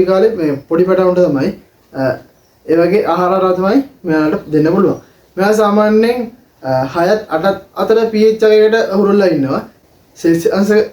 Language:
Sinhala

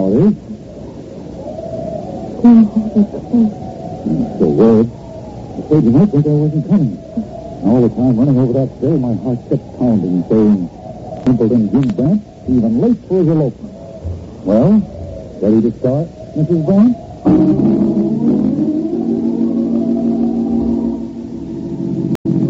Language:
English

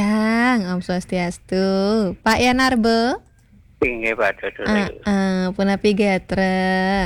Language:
Balinese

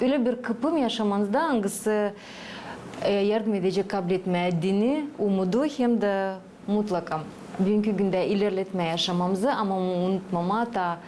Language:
Gagauz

